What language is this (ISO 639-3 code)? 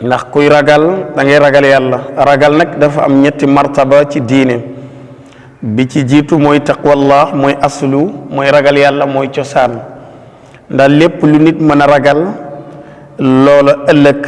wol